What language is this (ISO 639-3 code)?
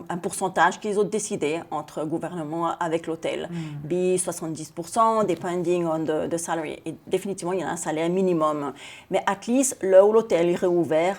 crs